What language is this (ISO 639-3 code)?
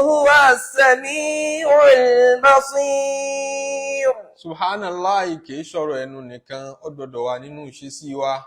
yor